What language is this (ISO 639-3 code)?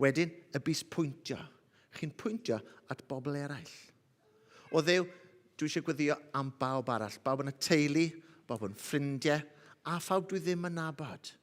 cym